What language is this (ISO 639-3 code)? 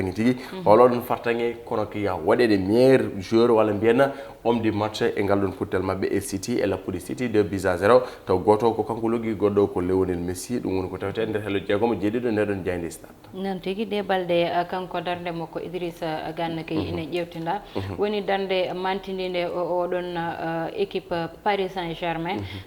ful